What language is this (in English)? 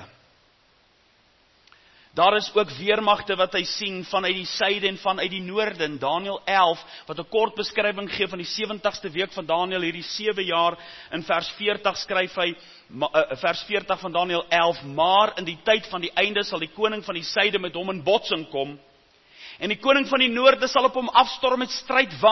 Afrikaans